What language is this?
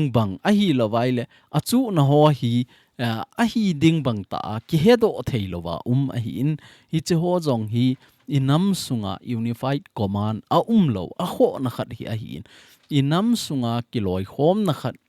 Thado Chin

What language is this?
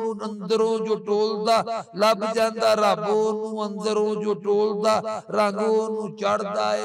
Western Panjabi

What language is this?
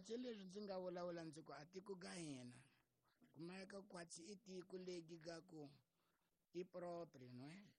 Tsonga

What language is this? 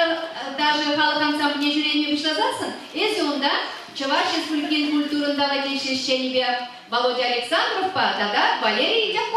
Chuvash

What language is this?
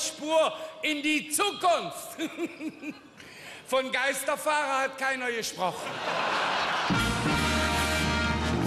German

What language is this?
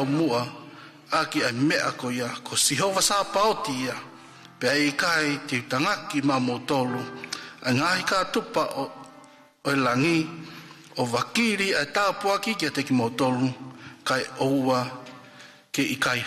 Tongan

